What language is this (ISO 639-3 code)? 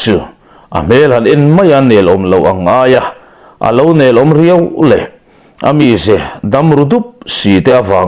lus